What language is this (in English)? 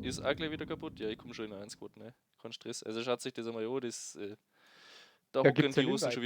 Bavarian